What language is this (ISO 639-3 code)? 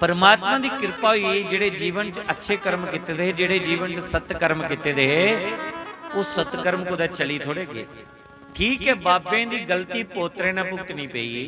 doi